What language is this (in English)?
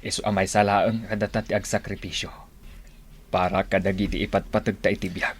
Iloko